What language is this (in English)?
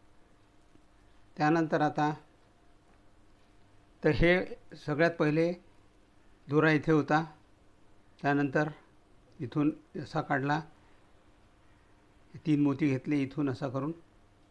Marathi